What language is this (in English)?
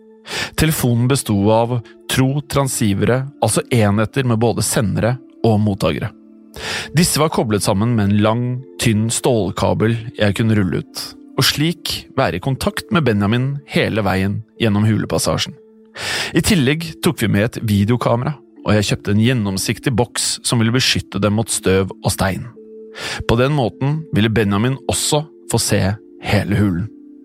Norwegian